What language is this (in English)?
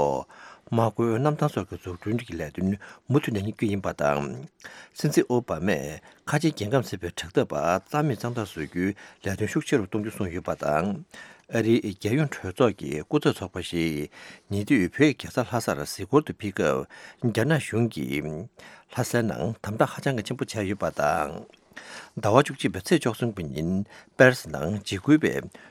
Tibetan